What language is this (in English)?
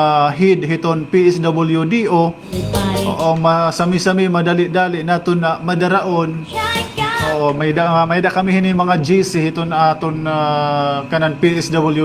Waray